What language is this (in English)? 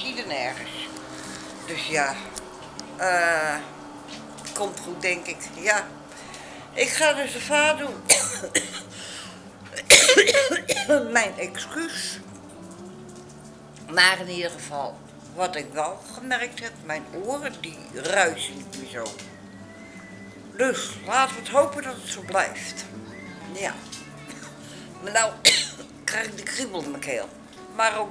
Dutch